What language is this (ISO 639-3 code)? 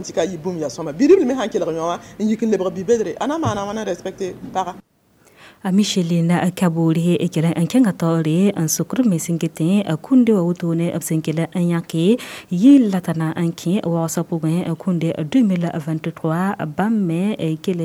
mos